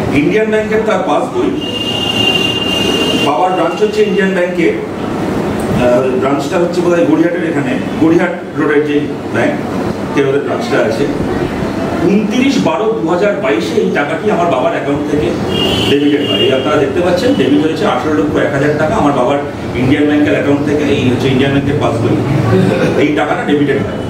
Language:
Bangla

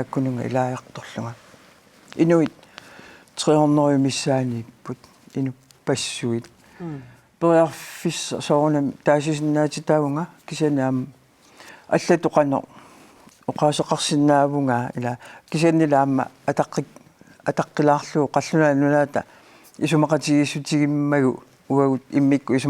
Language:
Kalaallisut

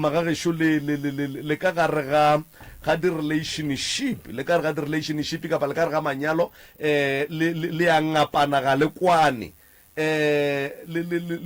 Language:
Northern Sotho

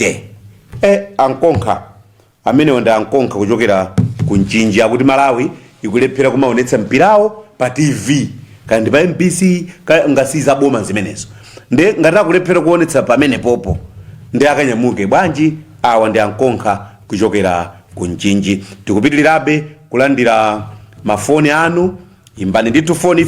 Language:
Nyanja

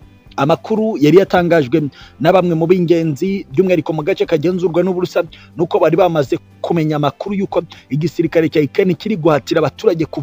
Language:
Kinyarwanda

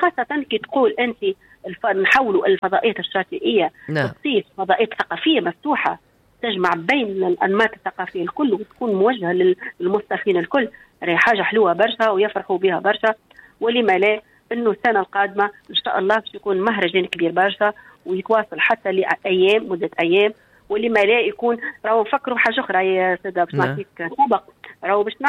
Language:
Tunisian Arabic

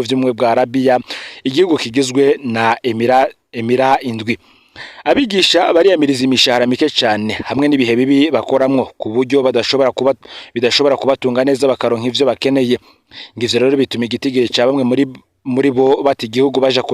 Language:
Rundi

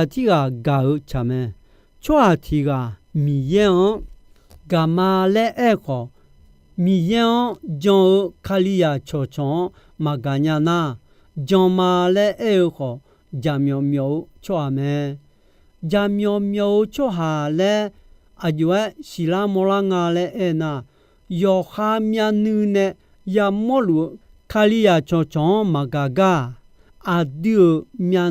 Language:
Akha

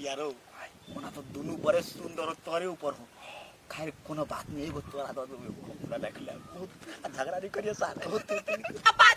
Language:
Maithili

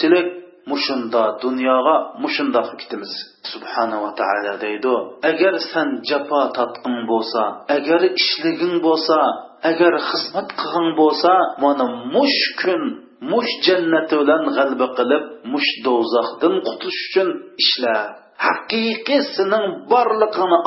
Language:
Uyghur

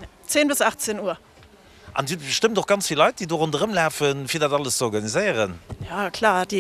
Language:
Luxembourgish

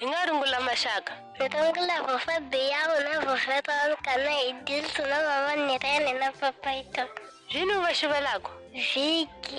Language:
Tsonga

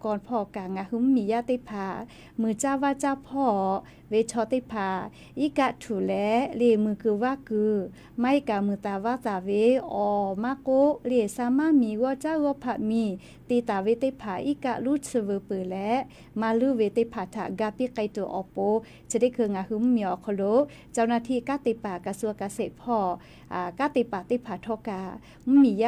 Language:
Lahu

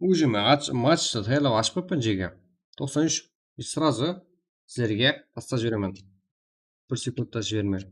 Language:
Kara-Kalpak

